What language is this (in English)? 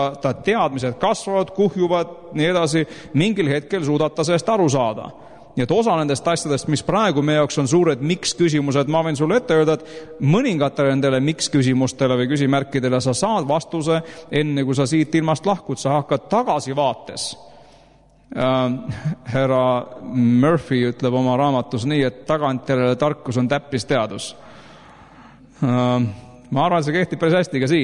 Estonian